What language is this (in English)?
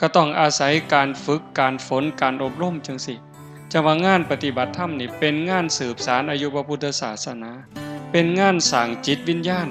Northeastern Thai